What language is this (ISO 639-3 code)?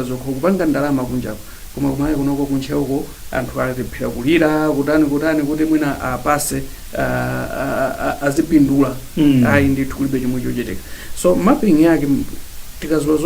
nya